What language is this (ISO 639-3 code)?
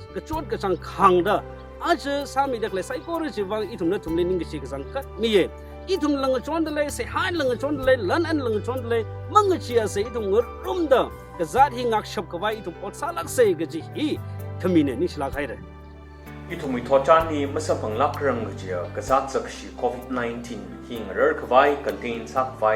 nmf